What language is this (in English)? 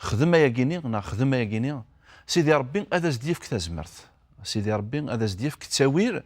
Kabyle